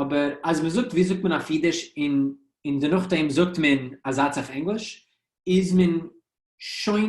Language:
Yiddish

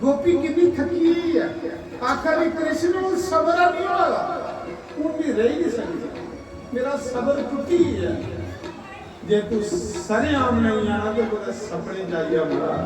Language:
Dogri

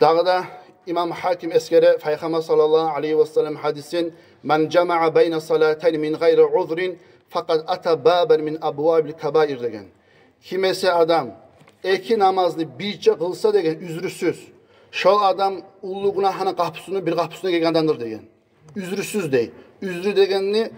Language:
Kumyk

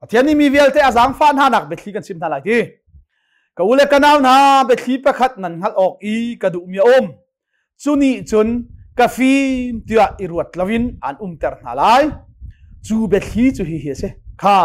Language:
Hakha Chin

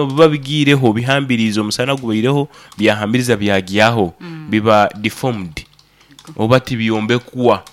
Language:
Nyoro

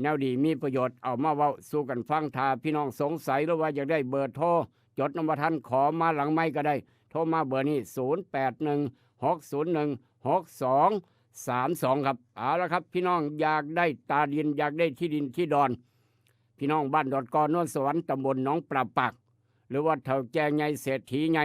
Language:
Northeastern Thai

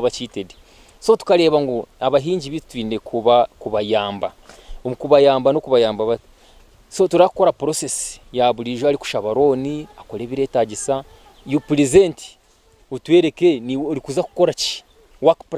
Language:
Nyankole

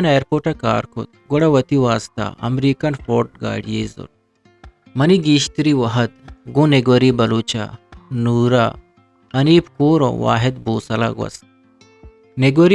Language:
Eastern Balochi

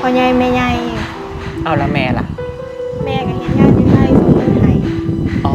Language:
Lao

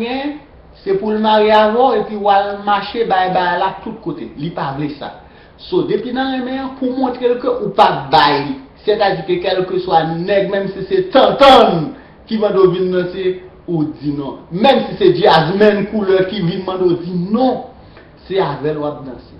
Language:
Haitian Creole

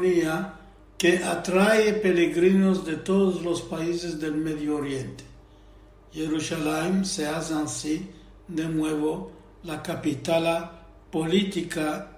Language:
Ladino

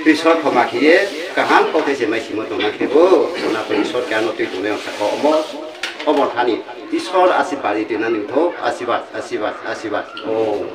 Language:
Riang (India)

